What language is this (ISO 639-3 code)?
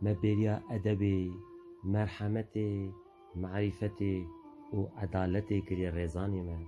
kur